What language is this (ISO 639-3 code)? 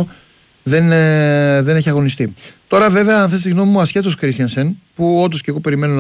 ell